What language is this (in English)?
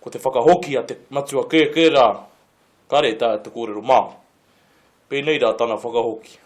Māori